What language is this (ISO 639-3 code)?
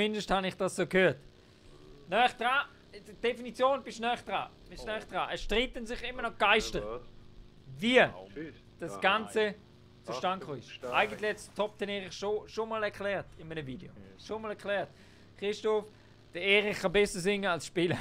gsw